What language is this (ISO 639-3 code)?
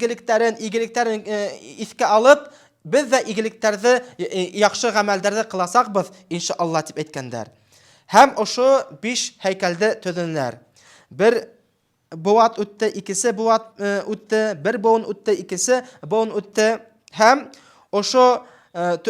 bak